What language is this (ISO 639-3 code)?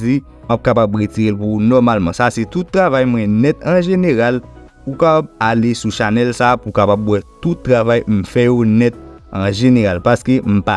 hat